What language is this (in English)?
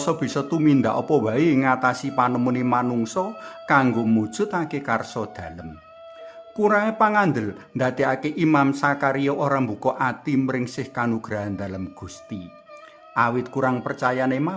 Javanese